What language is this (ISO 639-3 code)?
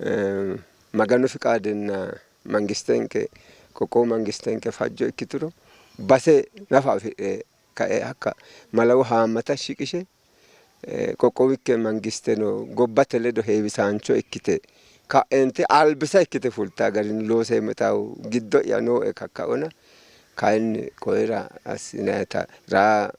sid